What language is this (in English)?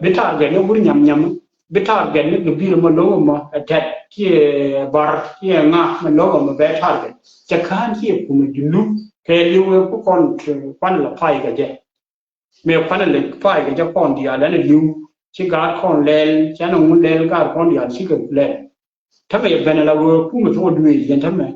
Nuer